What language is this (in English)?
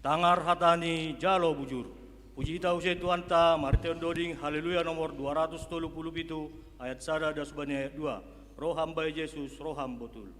Batak Simalungun